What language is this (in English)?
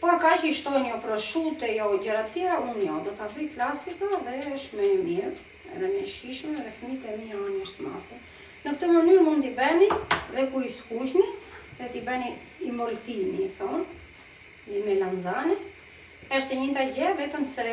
Albanian